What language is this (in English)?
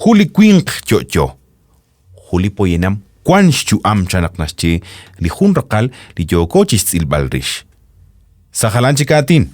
Kekchí